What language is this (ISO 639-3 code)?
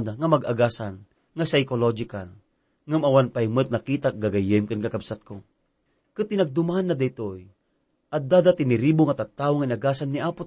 ilo